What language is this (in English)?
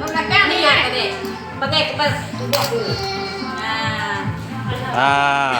Iban